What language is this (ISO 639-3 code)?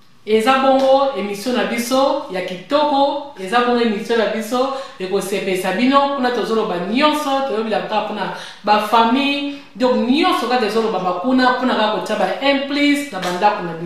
lin